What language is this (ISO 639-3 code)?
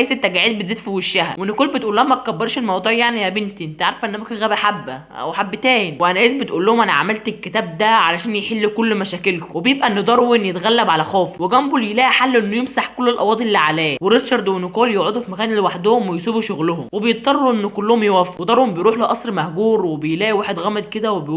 arz